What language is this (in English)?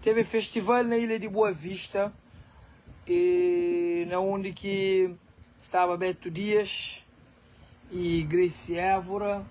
Kabuverdianu